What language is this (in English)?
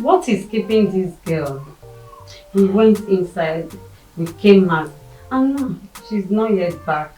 Nigerian Pidgin